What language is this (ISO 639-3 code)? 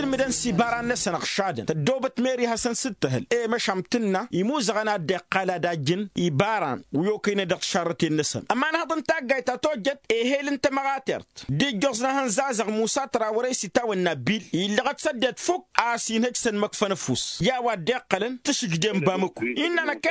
taq